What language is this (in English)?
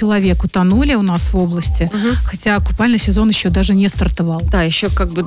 Russian